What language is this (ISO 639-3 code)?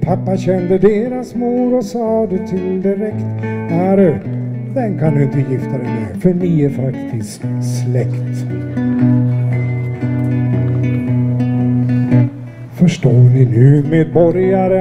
swe